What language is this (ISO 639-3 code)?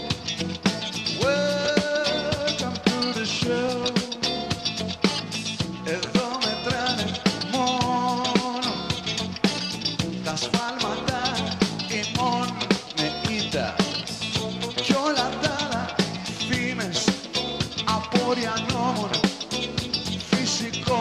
ell